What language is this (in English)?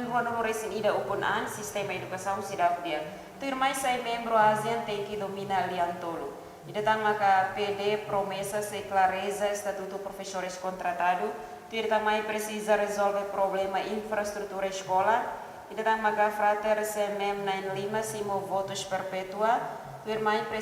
Tetum